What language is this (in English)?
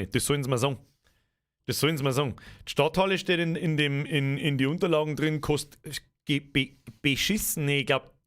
Bavarian